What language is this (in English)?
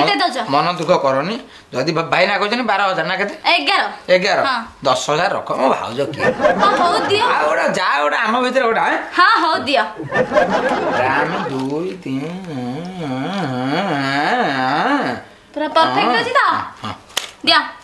Odia